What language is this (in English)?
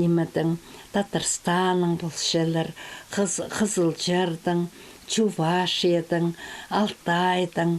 Khakas